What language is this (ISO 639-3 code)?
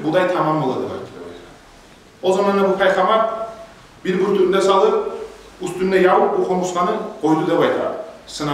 kum